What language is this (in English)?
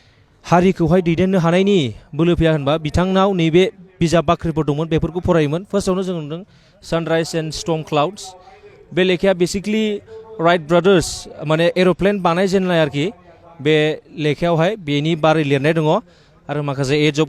Bodo